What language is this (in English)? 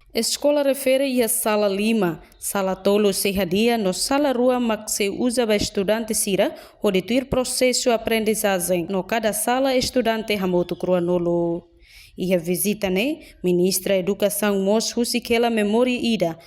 Tetum